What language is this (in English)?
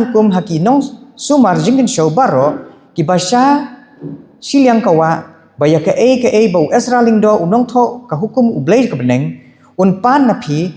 Khasi